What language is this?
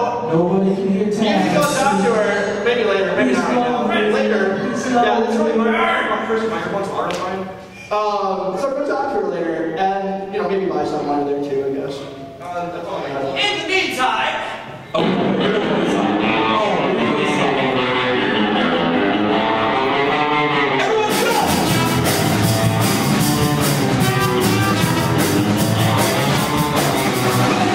English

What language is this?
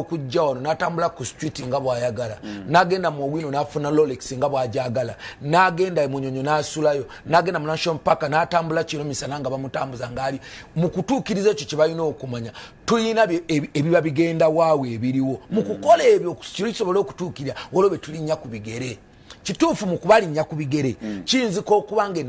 Ganda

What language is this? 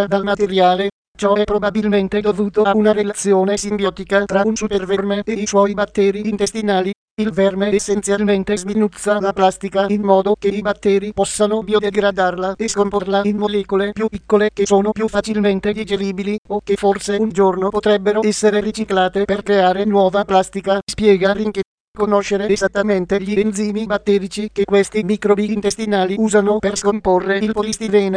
Italian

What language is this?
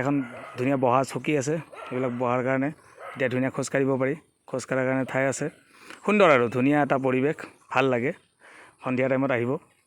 Assamese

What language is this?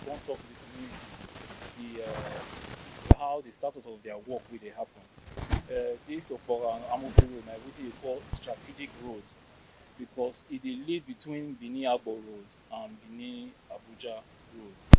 Nigerian Pidgin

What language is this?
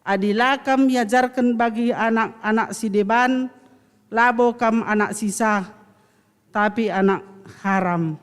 Batak Karo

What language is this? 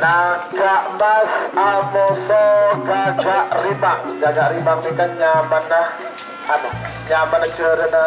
Madurese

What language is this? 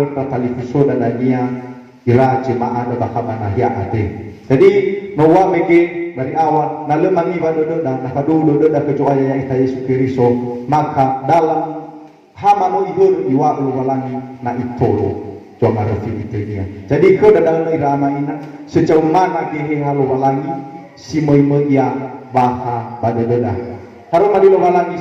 Nias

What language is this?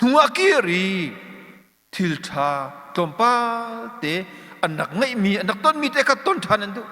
Hakha Chin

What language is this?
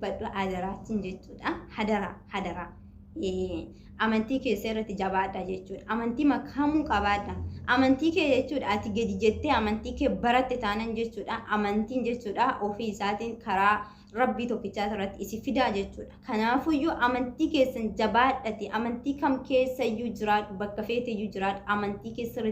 Oromo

